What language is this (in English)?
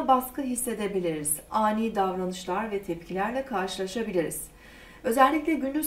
Turkish